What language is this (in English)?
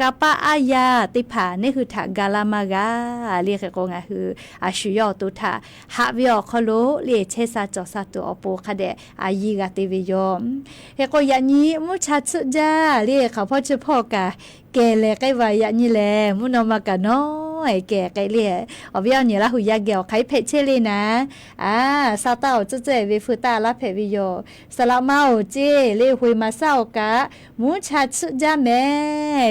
Lahu